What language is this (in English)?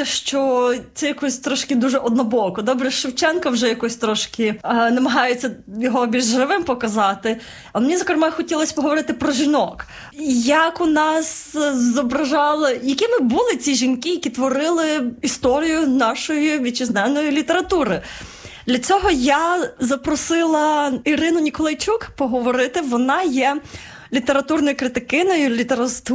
Ukrainian